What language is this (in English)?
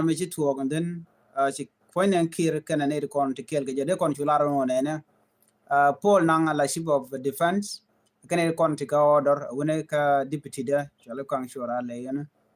Nuer